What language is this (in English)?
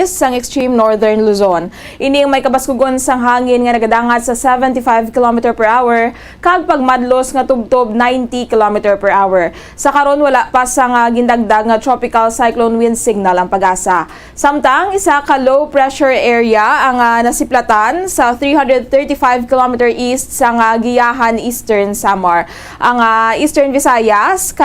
Hiligaynon